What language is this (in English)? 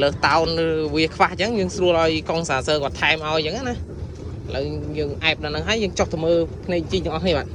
Khmer